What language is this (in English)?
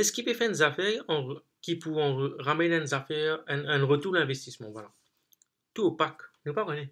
Morisyen